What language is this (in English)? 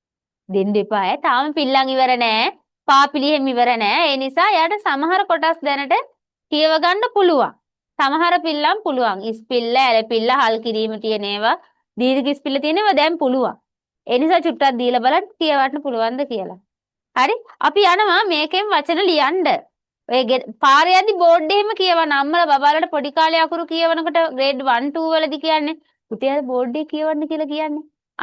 Sinhala